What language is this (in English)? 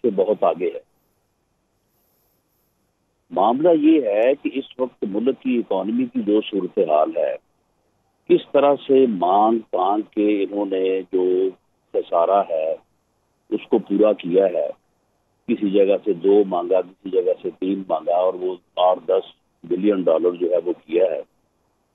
Urdu